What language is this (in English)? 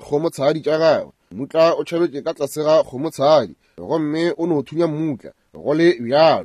Northern Sotho